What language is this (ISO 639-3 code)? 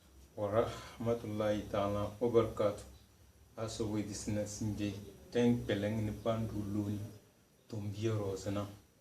kdh